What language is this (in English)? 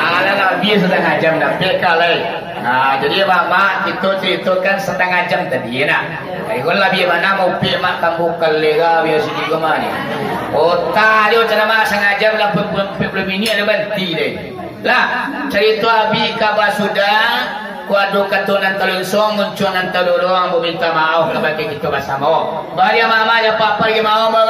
Minangkabau